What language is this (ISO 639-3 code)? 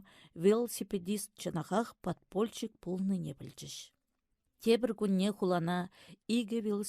chv